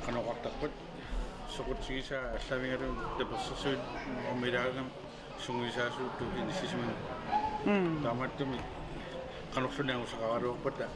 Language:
Kalaallisut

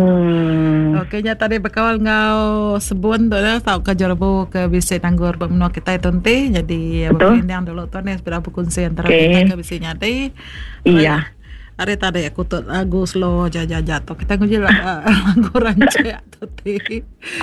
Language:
Iban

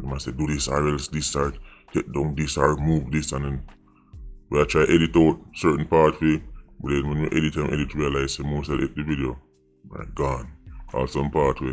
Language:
Jamaican Creole English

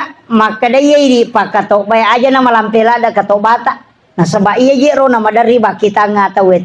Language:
Buginese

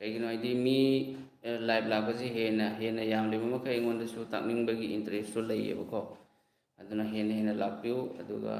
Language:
Manipuri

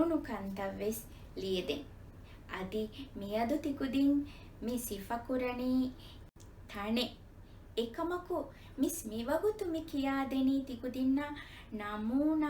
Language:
Divehi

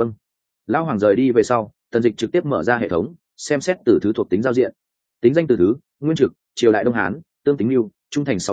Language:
Vietnamese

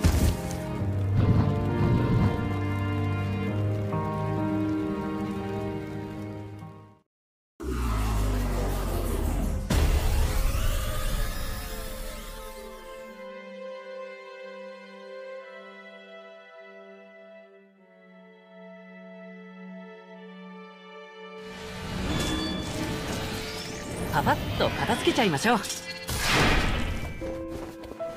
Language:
Japanese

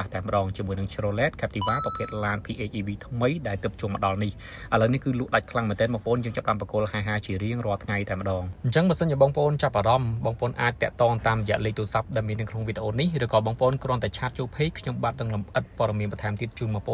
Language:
Khmer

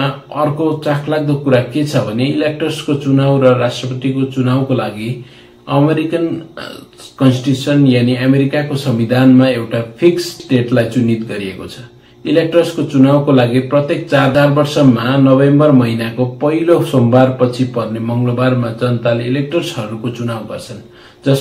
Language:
Nepali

